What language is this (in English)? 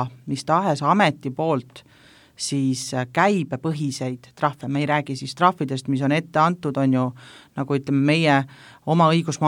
Estonian